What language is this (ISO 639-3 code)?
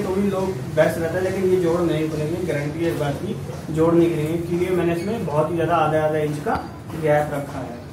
hin